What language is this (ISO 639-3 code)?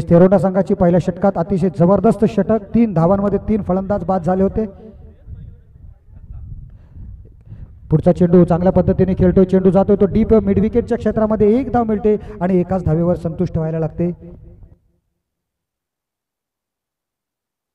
mar